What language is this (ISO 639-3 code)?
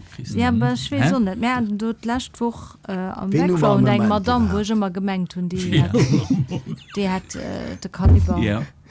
ltz